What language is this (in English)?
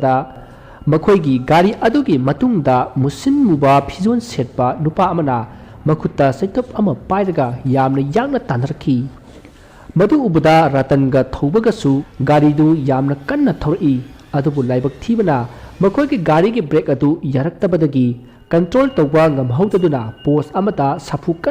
Manipuri